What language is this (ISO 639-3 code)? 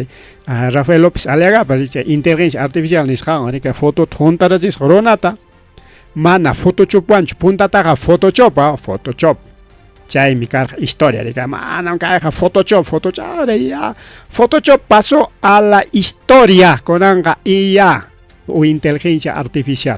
quy